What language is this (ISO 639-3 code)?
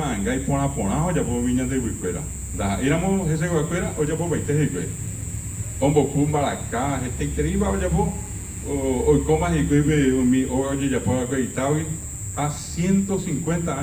grn